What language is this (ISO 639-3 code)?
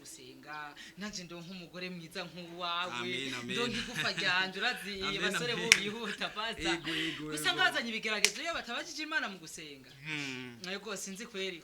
run